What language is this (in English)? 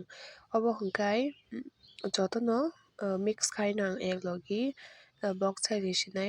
Kok Borok